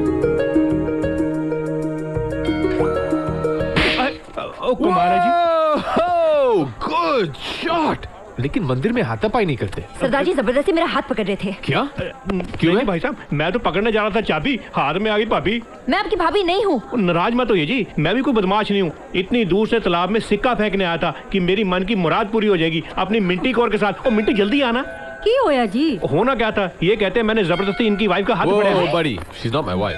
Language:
Hindi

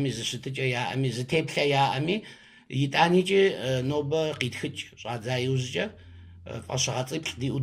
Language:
Kabardian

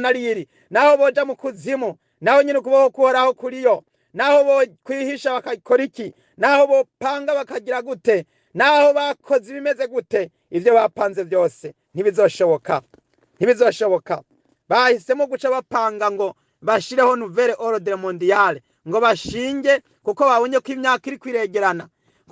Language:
Rundi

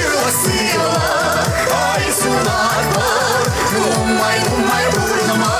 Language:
Chuvash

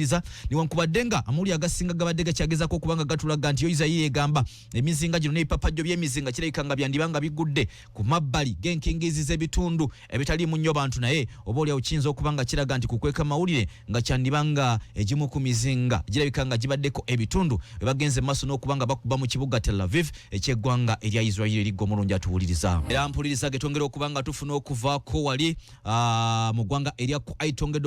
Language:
Ganda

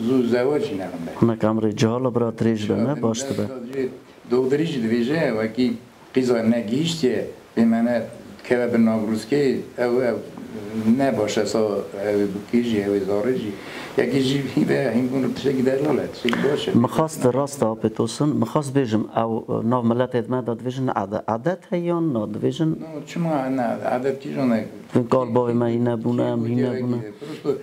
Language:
Kurdish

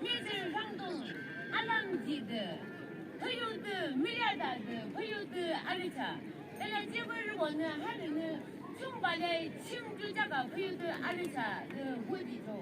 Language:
Yimchungru Naga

